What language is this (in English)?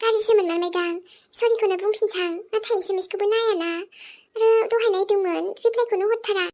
Bodo